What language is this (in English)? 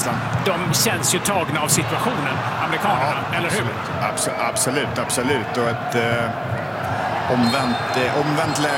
Swedish